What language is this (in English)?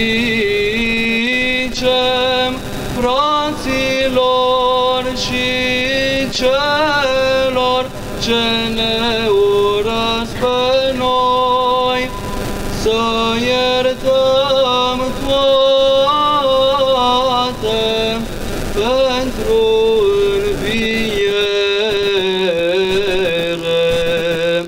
Romanian